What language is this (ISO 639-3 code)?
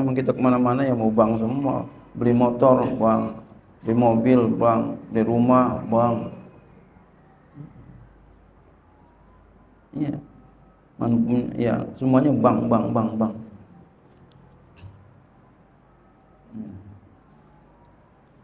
ind